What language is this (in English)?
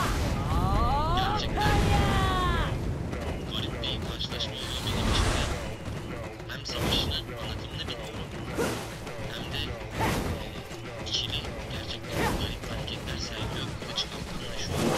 Turkish